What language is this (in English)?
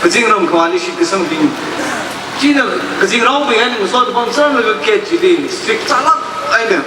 Tangkhul Naga (India)